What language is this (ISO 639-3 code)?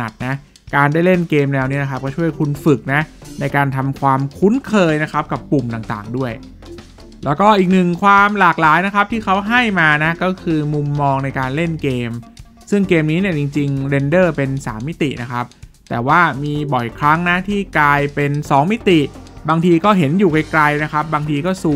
tha